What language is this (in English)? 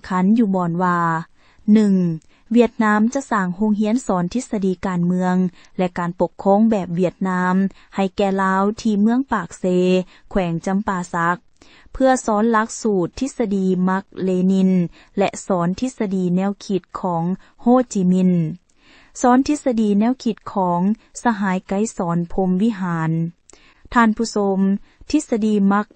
Lao